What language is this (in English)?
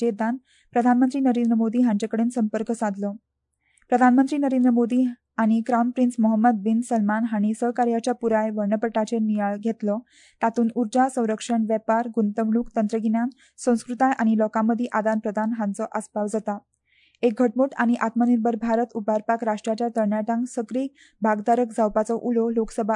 Konkani